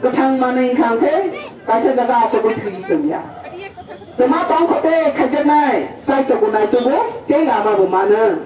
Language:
Kok Borok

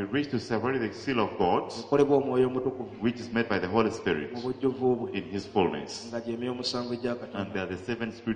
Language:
Ganda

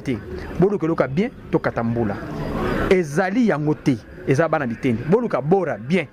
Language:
Lingala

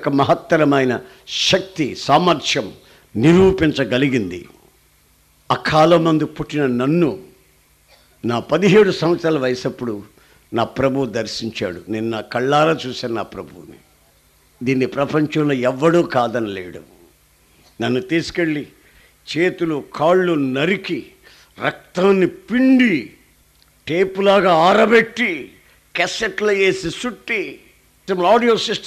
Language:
Telugu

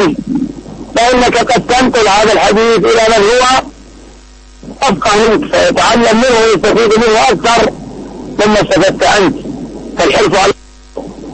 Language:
Arabic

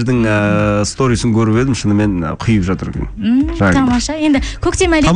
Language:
Kazakh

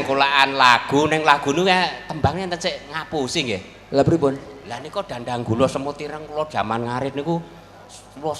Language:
Javanese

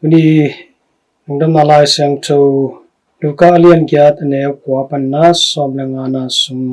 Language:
Tedim Chin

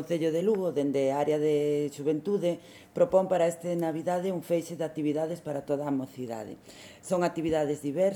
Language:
Galician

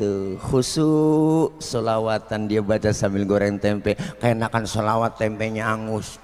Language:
Betawi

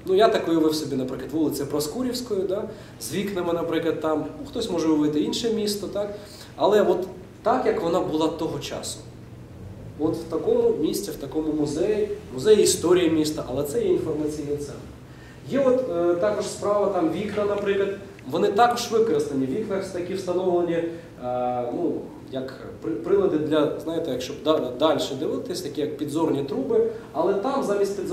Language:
Ukrainian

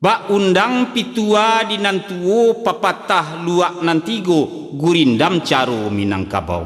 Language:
Minangkabau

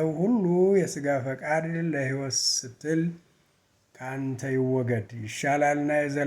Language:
Amharic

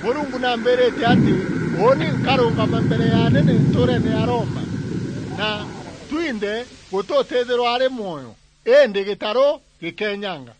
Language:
Meru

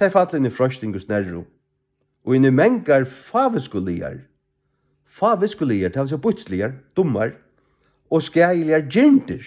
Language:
Faroese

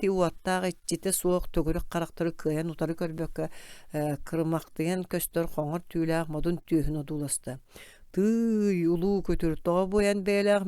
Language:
Yakut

